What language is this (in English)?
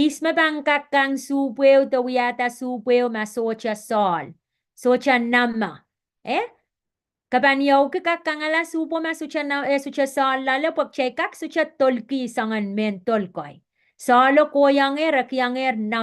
Pohnpeian